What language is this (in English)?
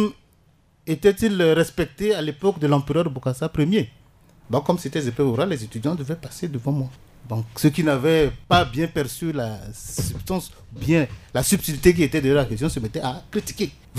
French